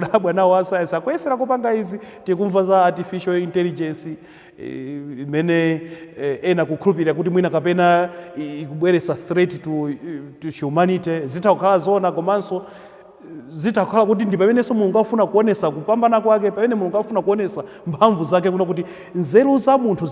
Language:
Nyanja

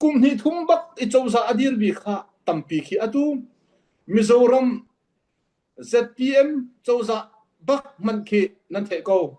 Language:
Hakha Chin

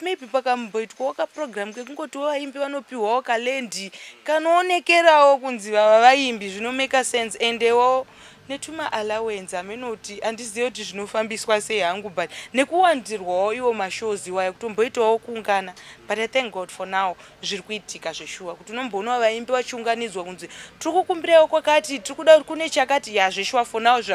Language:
Shona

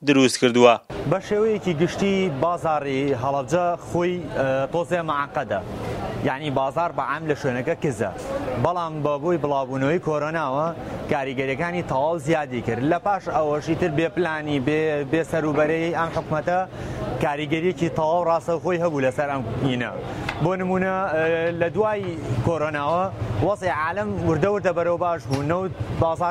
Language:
Central Kurdish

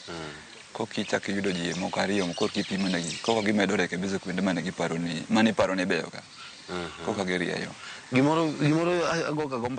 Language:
Luo (Kenya and Tanzania)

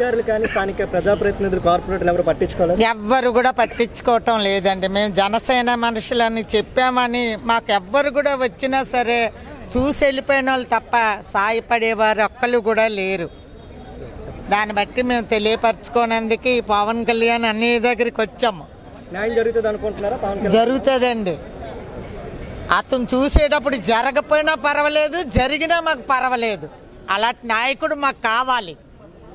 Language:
Telugu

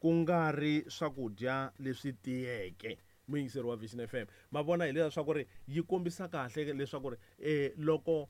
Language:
Tsonga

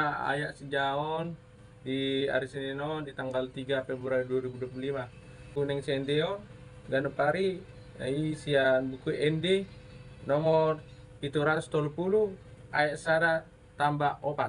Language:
Batak Toba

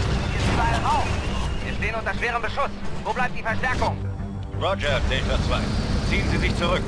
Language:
Bavarian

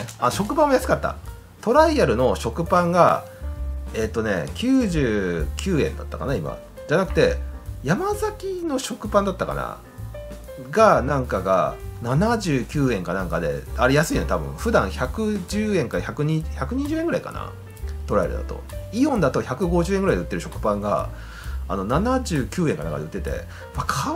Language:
Japanese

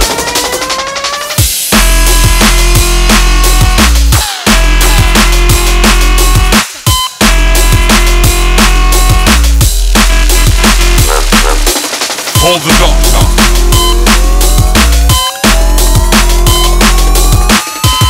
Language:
English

